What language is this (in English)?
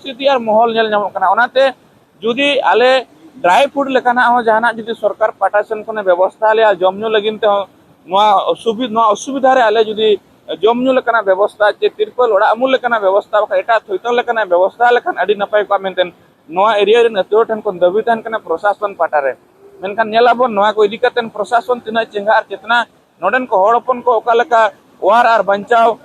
Santali